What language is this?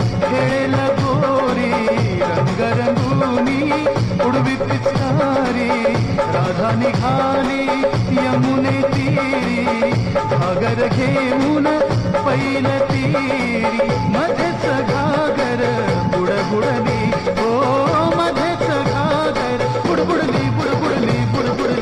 Marathi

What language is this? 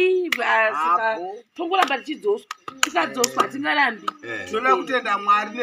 Shona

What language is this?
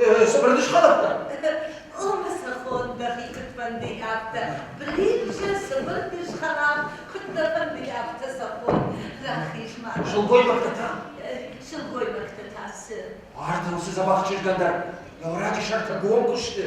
Ossetic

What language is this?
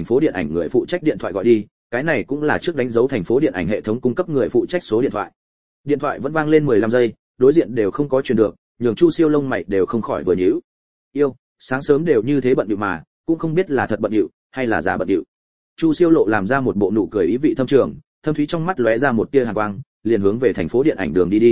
Vietnamese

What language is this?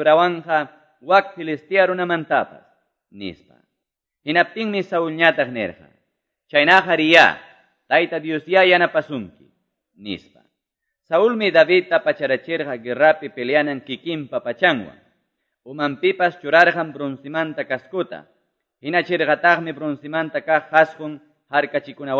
Quechua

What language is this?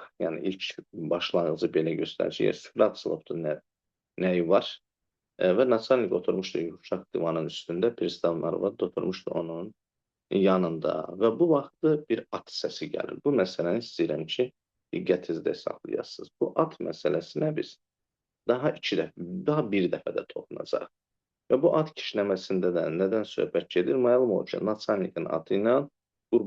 Azerbaijani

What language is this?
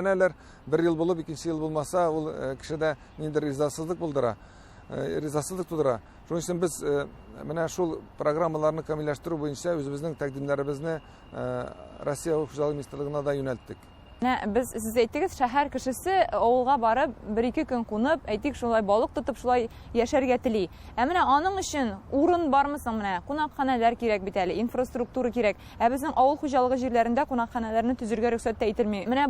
Tatar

